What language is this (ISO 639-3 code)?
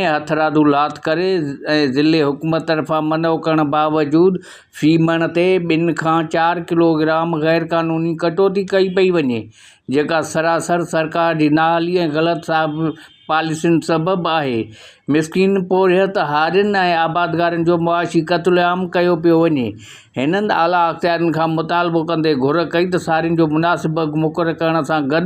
snd